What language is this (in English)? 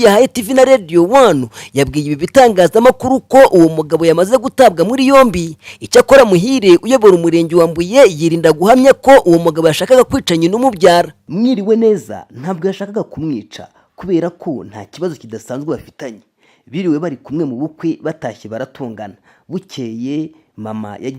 Kinyarwanda